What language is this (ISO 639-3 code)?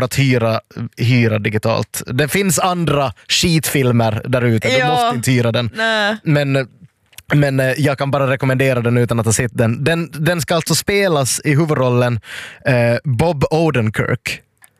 swe